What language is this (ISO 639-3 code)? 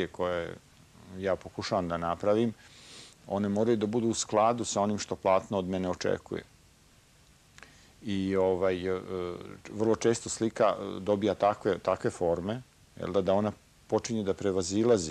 srp